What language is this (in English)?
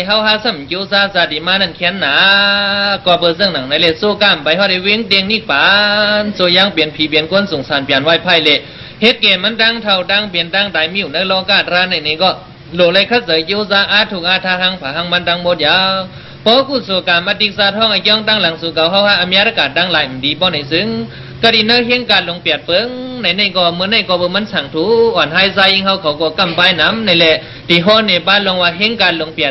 Shan